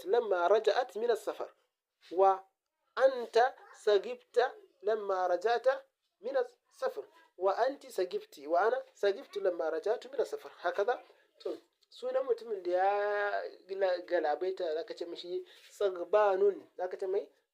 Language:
Hausa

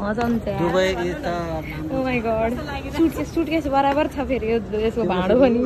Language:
Nepali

